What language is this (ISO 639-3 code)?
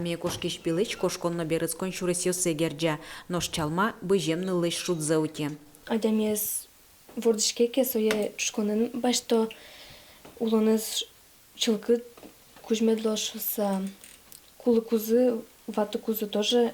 udm